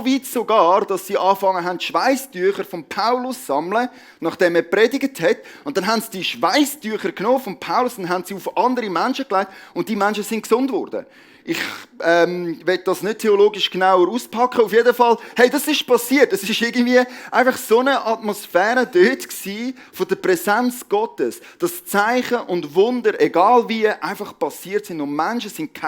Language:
Swiss German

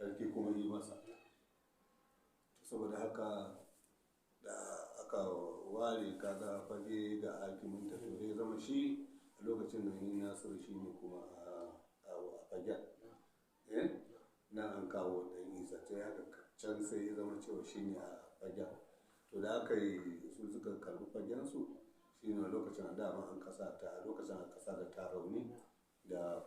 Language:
Hausa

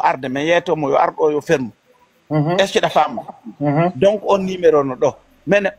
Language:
Pular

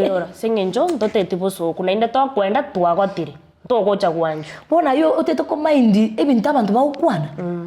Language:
Gusii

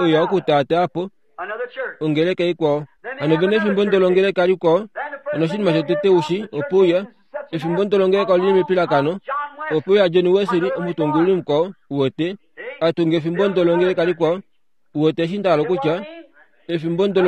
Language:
Kuanyama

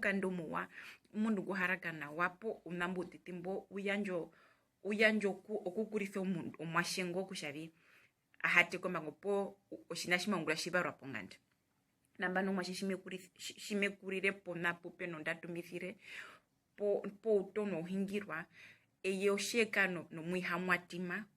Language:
Herero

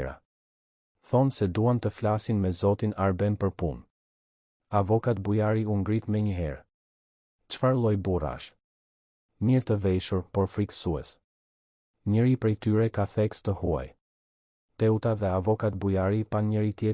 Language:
Albanian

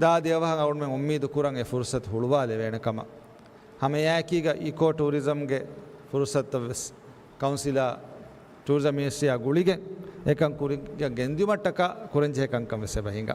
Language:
Divehi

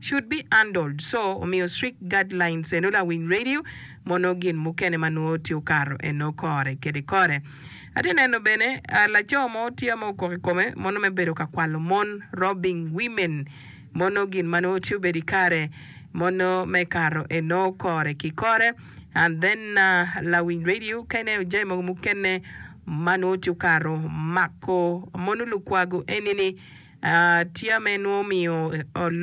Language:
Acoli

